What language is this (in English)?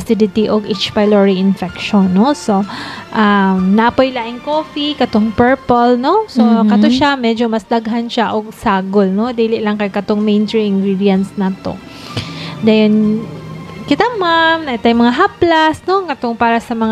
Cebuano